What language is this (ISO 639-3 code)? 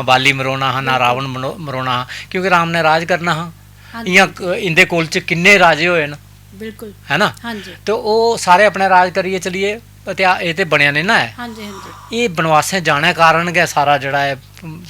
doi